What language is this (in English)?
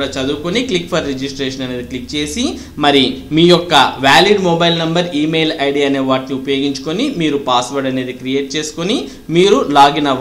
Telugu